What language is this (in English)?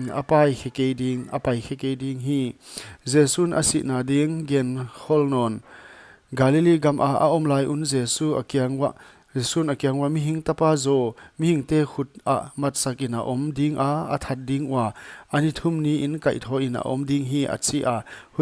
Paite Chin